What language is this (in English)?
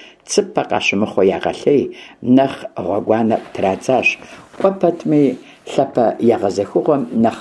Kabardian